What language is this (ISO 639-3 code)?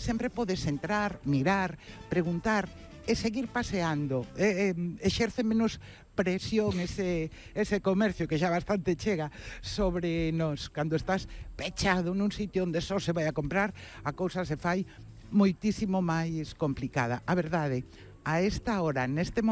glg